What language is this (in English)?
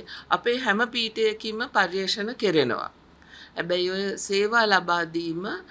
Sinhala